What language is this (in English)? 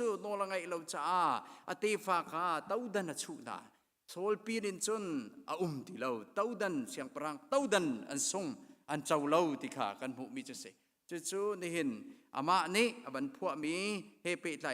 Hakha Chin